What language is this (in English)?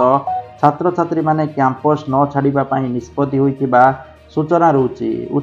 Odia